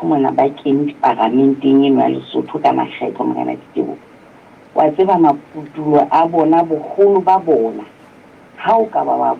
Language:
Southern Sotho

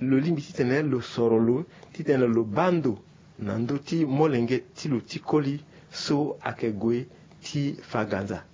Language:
Sango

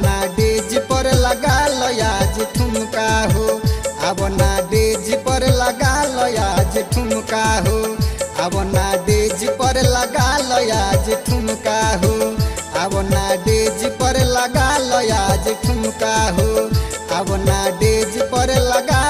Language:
Bhojpuri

